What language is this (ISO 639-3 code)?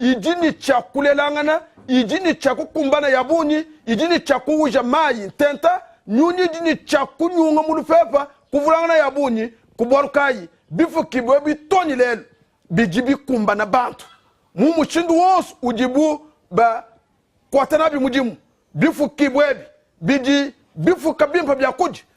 lua